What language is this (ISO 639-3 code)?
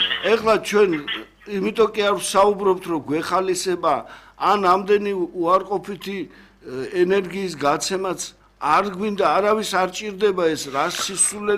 kat